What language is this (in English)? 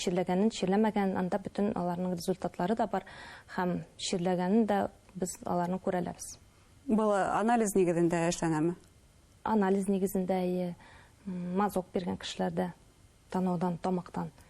Bashkir